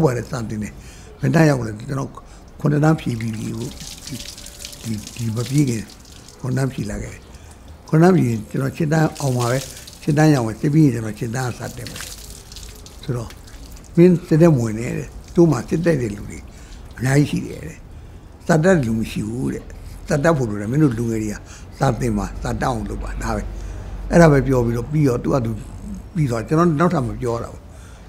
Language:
Burmese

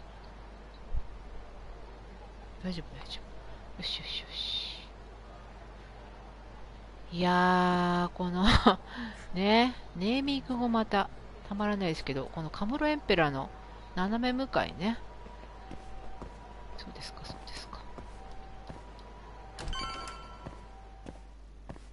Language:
Japanese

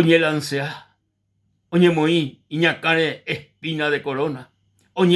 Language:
Guarani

